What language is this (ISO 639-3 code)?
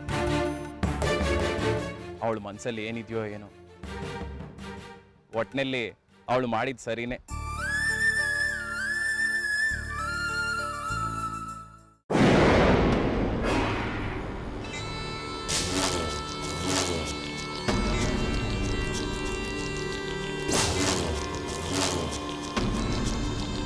kan